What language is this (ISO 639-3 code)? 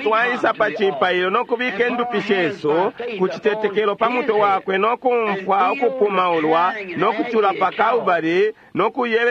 bem